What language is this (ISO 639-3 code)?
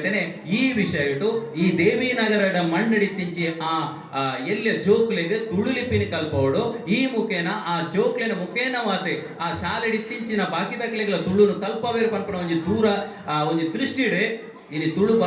tcy